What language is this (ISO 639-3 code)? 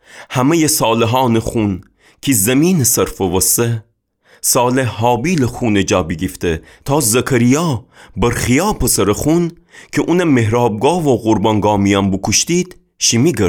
glk